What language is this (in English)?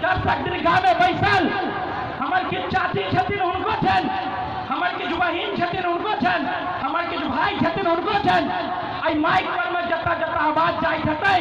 Maithili